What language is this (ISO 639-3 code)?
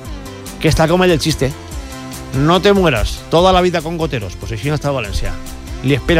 cat